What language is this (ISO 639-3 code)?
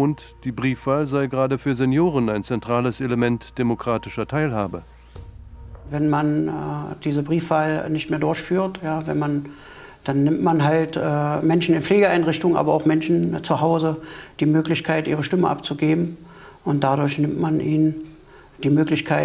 deu